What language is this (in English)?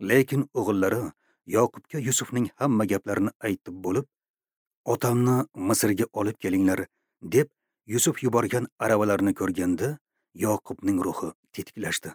Uzbek